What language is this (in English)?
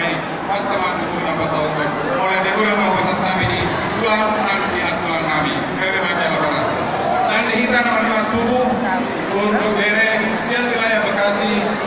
Batak Toba